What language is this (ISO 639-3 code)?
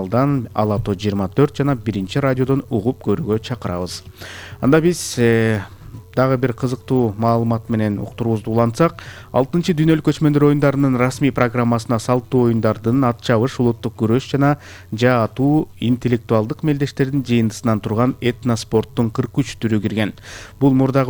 kir